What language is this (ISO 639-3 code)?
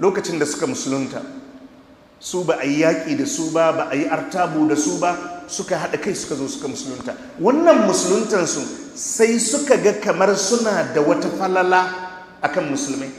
hau